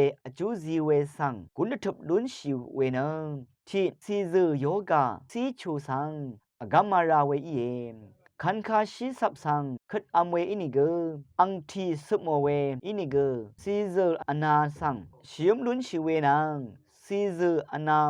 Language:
Rawang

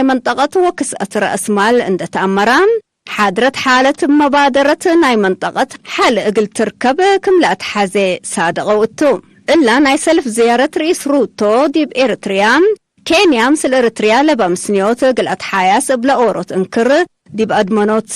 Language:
Tigre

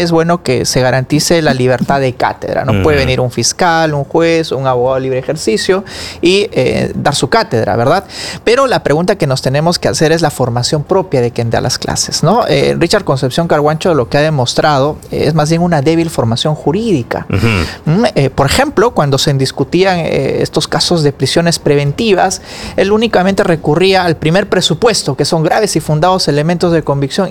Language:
Spanish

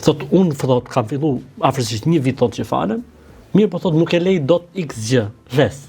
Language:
Albanian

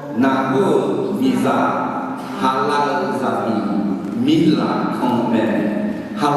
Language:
Akha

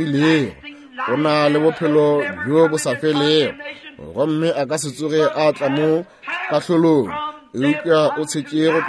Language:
Northern Sotho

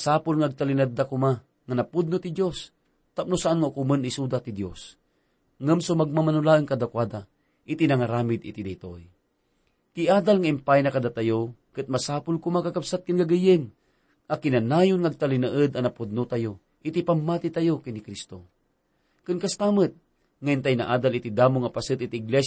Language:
Iloko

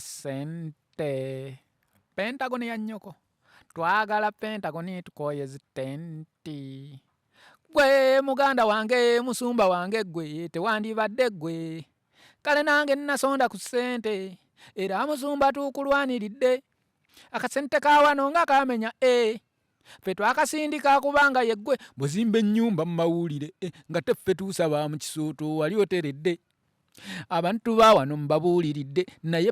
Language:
Ganda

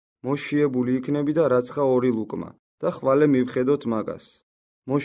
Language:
Georgian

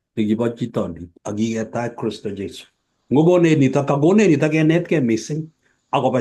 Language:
Kalenjin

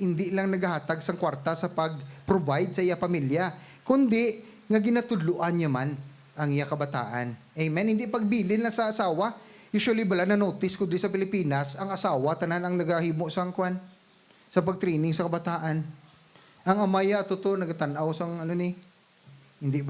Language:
Hiligaynon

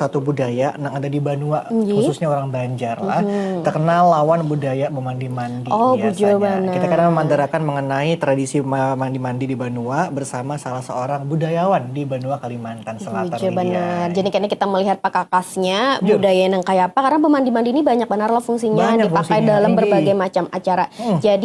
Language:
Banjar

